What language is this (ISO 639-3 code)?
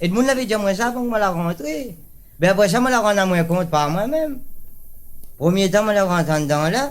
rcf